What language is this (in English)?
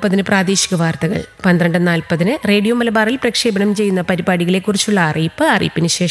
Malayalam